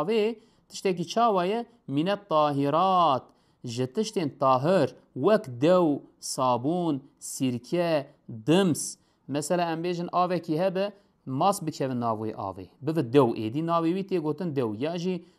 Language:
Kurdish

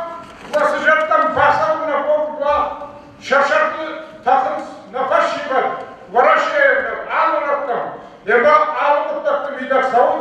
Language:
Ossetic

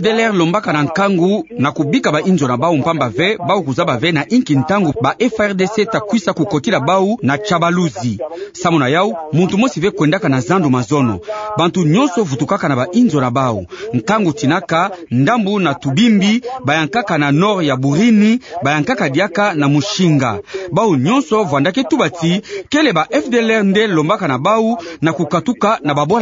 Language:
Kituba (Democratic Republic of Congo)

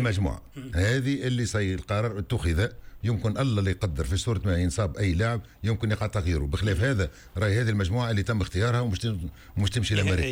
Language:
Tunisian Arabic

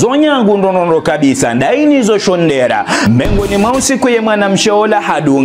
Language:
Ngazidja Comorian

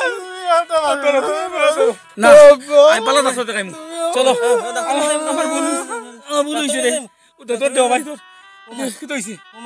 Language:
Sylheti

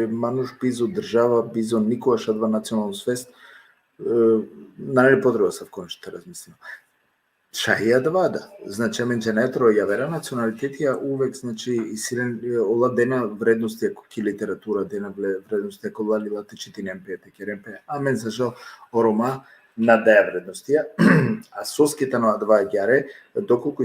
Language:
Balkan Romani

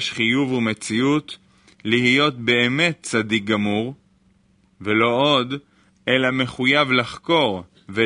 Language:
Hebrew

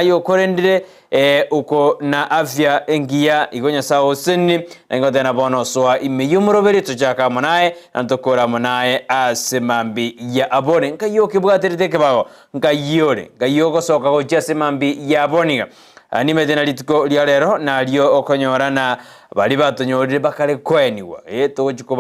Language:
Gusii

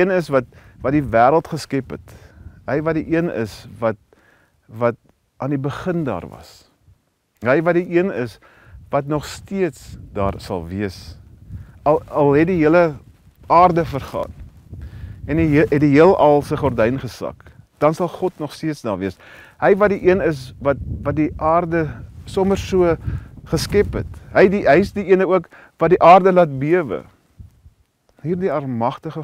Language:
Afrikaans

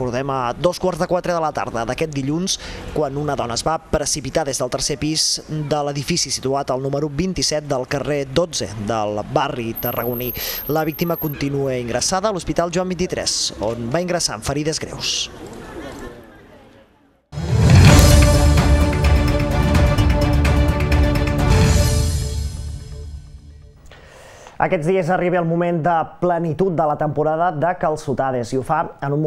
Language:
Catalan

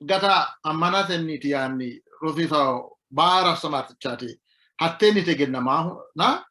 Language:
Sidamo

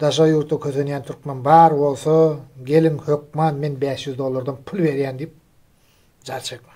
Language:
Turkmen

